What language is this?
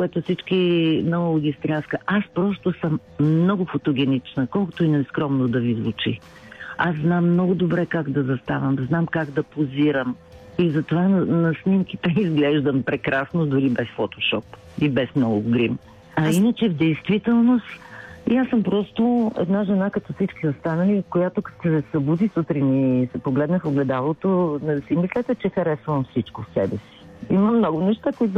Bulgarian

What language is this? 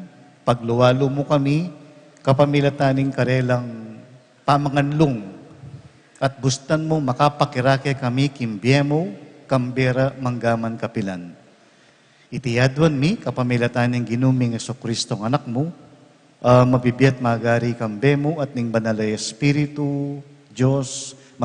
Pampanga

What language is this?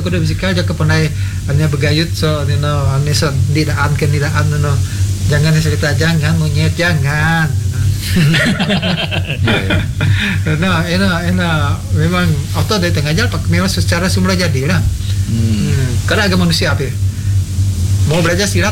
Malay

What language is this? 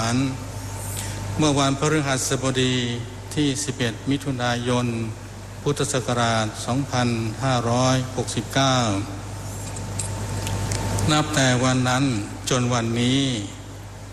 Thai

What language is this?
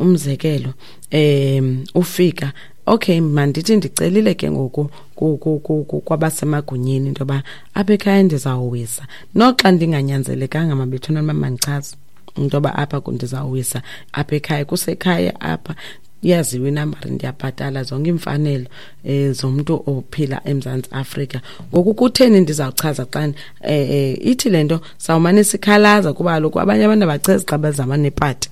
Xhosa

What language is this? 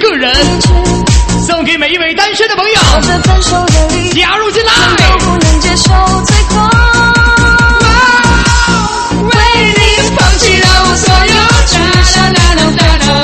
Chinese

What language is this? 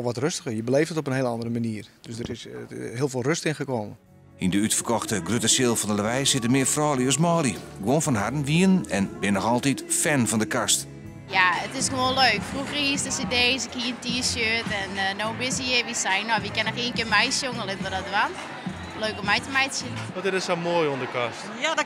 Western Frisian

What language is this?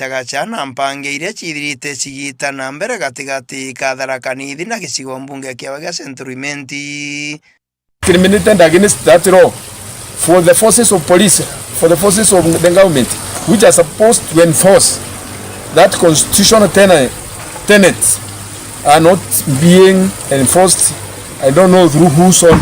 Meru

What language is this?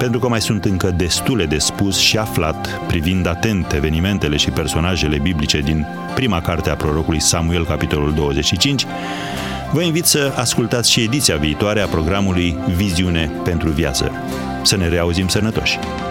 Romanian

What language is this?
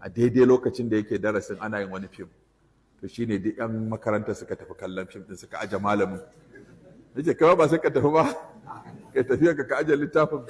Hausa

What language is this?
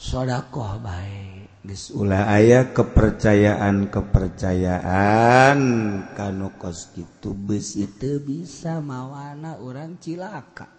Sundanese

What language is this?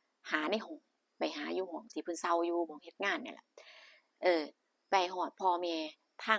Northeastern Thai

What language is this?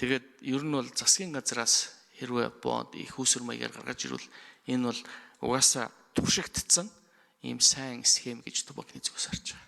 Mongolian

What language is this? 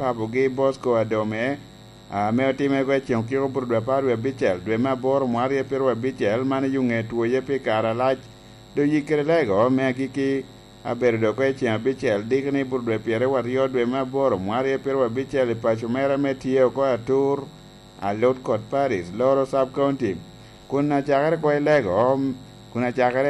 Lango (Uganda)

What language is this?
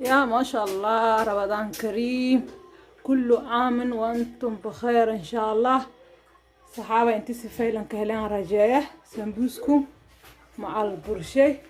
Somali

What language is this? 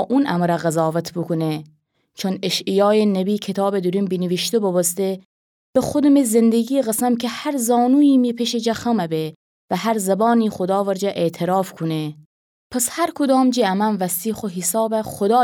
Gilaki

